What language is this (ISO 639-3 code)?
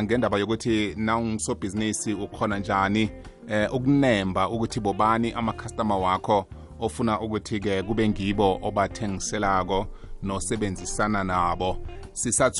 nbl